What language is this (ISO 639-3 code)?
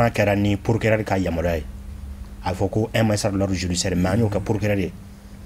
bam